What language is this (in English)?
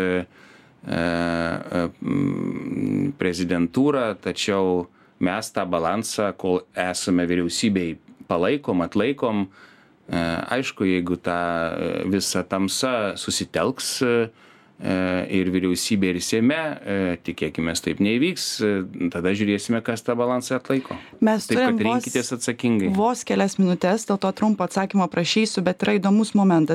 Lithuanian